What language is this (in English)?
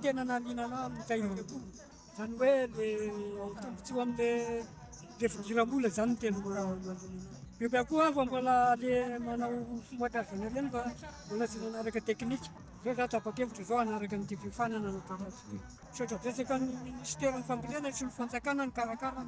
Malagasy